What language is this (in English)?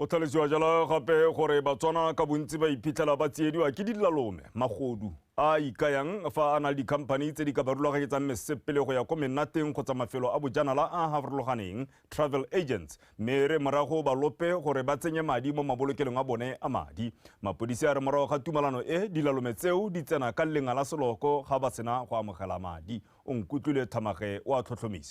Tswana